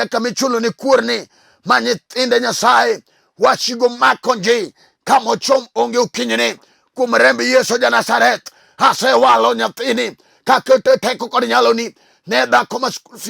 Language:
Luo (Kenya and Tanzania)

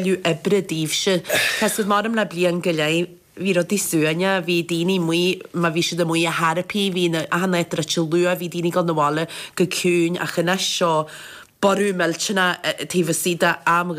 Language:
Irish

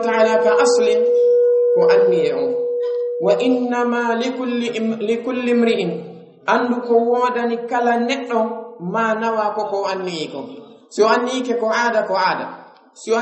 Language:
Pular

